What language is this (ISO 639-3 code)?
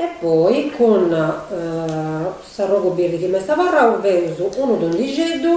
srd